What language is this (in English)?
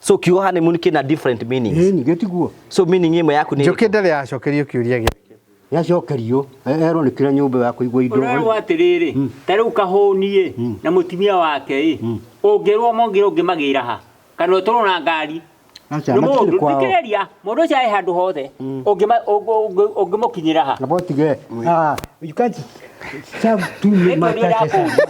Kikuyu